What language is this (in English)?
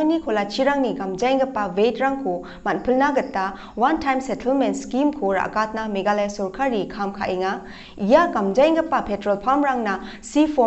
Garo